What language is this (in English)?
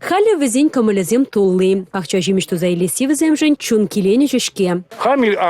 Chuvash